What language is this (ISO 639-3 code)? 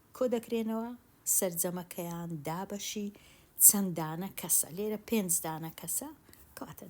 ckb